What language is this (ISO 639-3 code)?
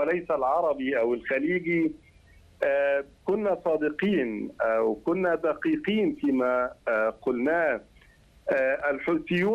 ara